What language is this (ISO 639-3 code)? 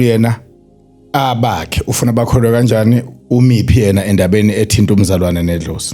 zul